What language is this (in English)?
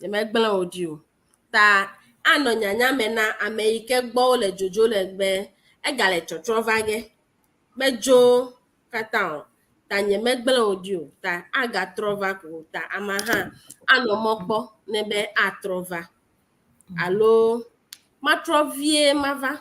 Ewe